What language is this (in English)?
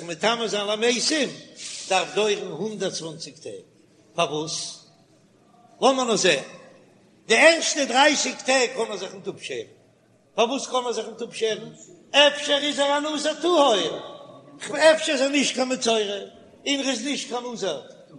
Yiddish